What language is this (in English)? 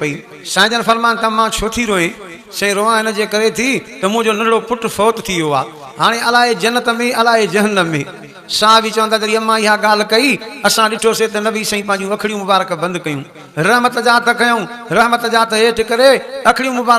Sindhi